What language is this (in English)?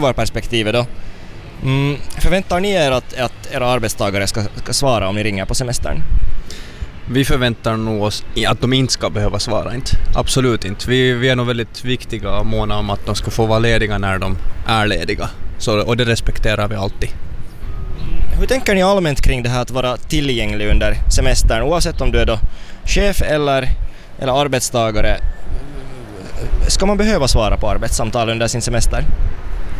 Swedish